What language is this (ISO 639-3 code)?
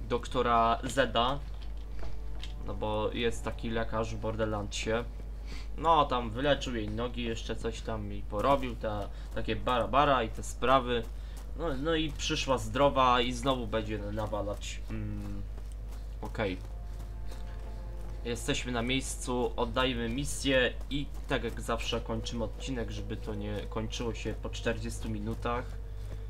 pol